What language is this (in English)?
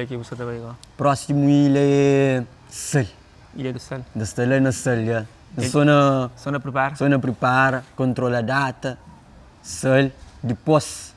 Kabuverdianu